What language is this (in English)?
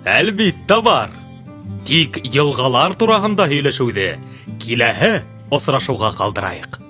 Bashkir